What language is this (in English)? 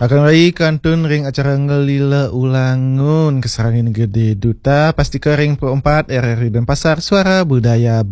Balinese